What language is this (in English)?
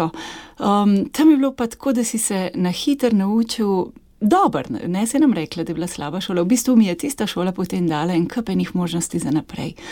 Slovenian